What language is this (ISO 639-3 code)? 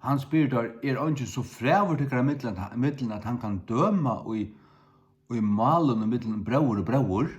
fao